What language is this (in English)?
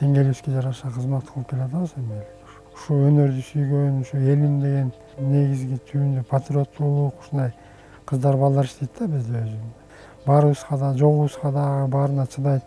Kyrgyz